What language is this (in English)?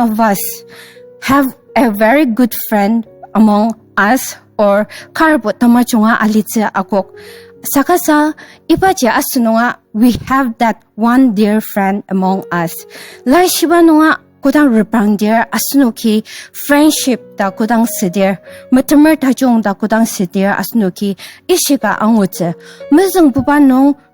Ao Naga